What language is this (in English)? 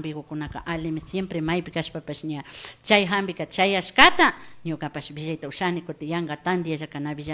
Imbabura Highland Quichua